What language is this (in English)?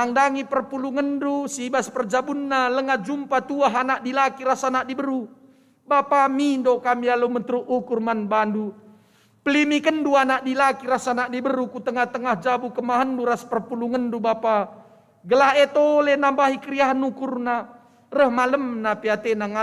Batak Karo